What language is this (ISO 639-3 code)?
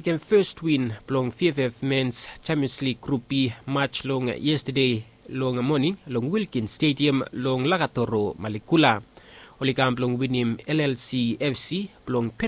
bis